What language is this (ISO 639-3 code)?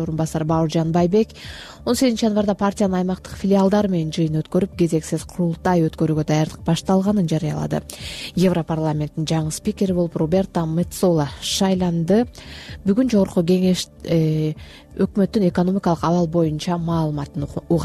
kir